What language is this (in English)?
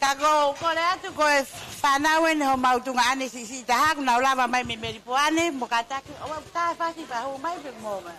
Tongan